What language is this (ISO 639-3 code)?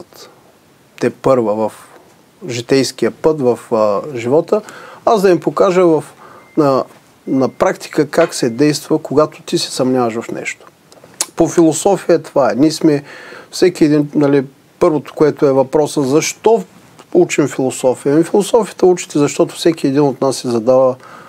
bul